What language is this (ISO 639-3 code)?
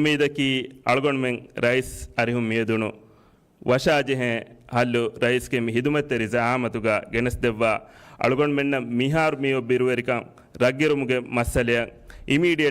div